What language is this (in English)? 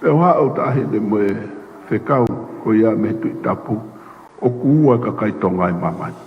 Tongan